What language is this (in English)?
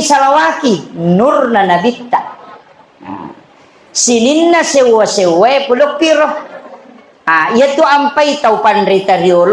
Buginese